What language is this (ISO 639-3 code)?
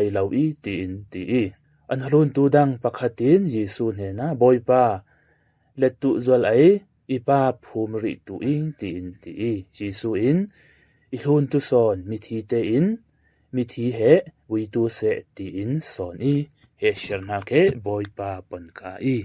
cfm